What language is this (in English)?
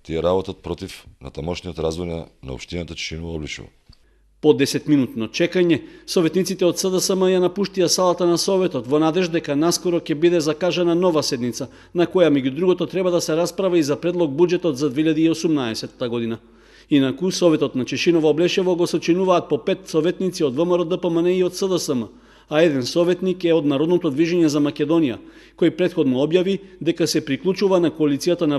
Macedonian